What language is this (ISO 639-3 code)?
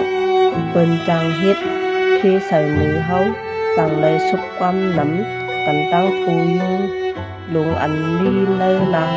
shn